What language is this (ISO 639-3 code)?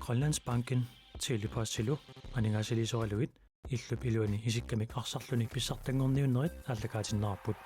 kal